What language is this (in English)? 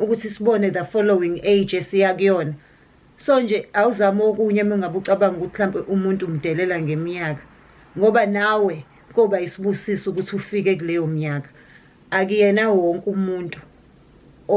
Zulu